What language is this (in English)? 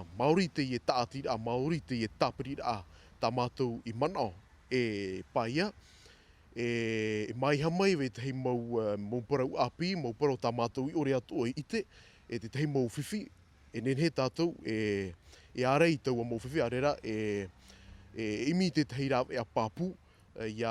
Tahitian